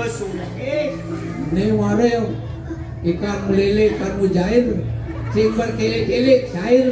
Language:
Balinese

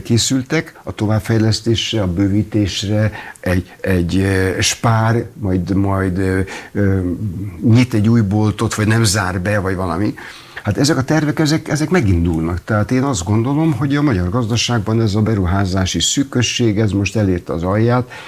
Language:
Hungarian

